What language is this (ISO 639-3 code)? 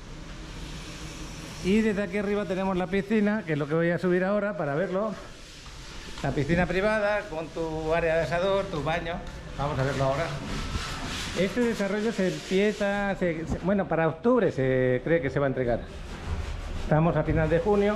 spa